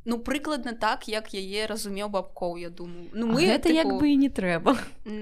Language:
Belarusian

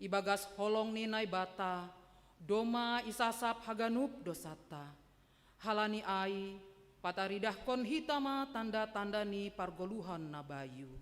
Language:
Batak Simalungun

